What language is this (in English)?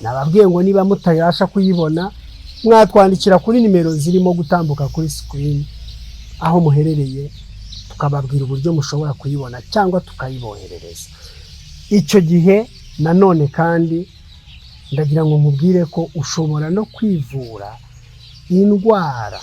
Kinyarwanda